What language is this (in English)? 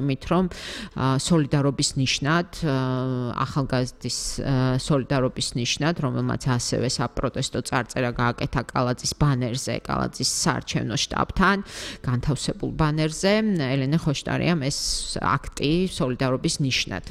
Georgian